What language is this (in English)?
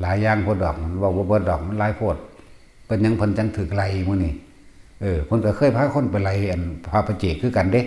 Northeastern Thai